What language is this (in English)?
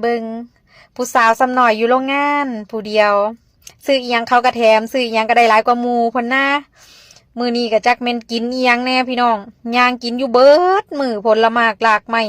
Northeastern Thai